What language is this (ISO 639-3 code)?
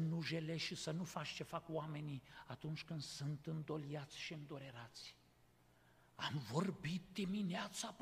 ron